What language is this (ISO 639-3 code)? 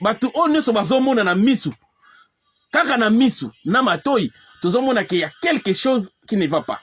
lin